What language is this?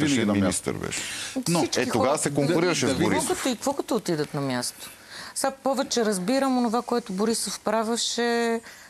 Bulgarian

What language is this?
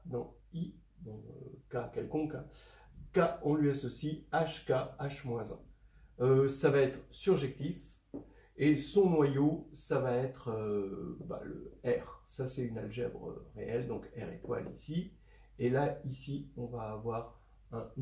French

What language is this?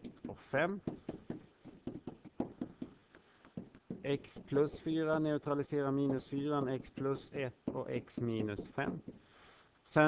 Swedish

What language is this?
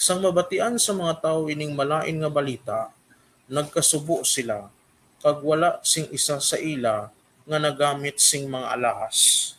Hiligaynon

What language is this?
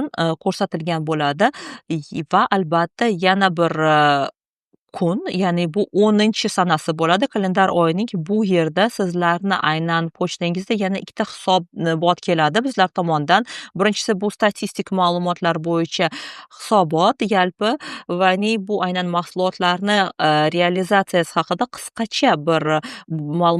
Uzbek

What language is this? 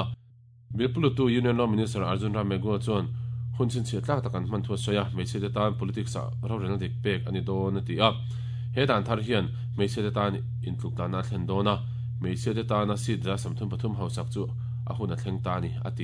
Mizo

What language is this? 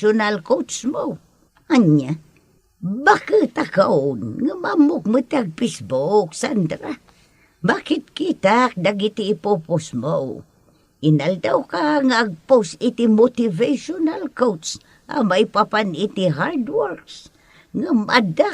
Iloko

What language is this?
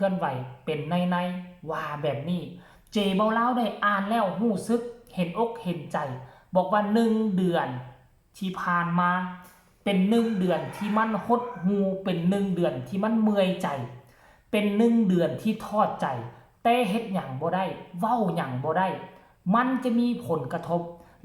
Lao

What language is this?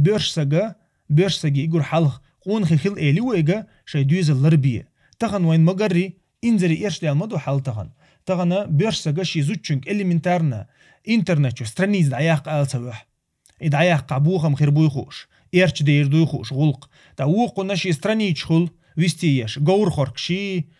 Chechen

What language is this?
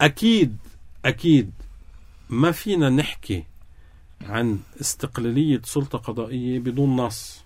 North Levantine Arabic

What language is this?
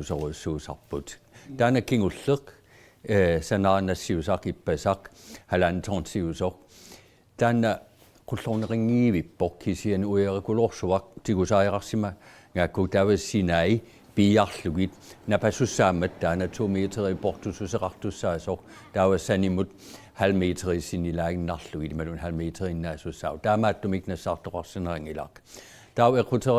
Kalaallisut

